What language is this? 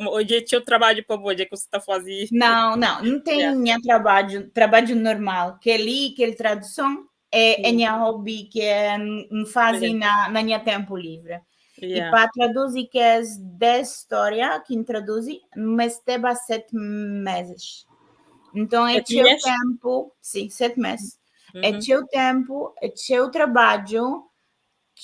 Kabuverdianu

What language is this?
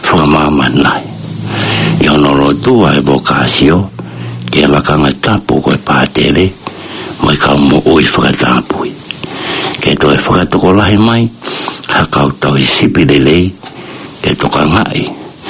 Tongan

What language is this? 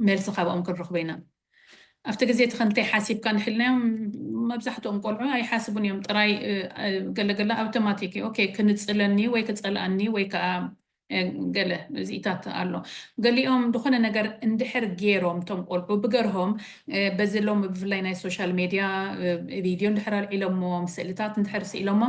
Tigrinya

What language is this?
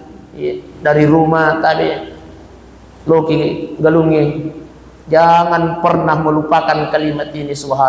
Buginese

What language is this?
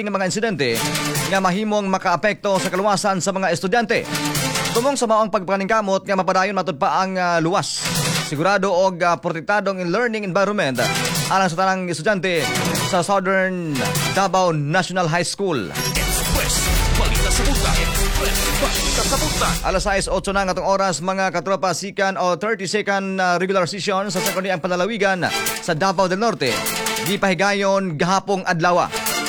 Cebuano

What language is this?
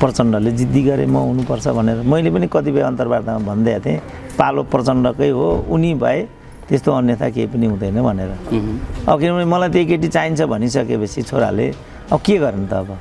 Nepali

